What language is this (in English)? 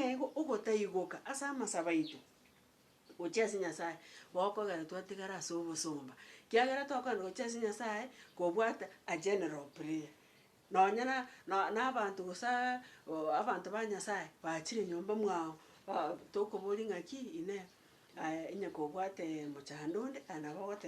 Gusii